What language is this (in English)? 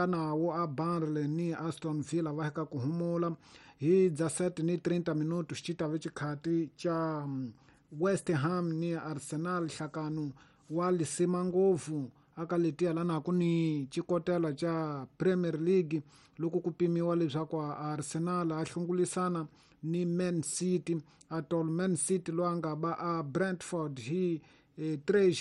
Tsonga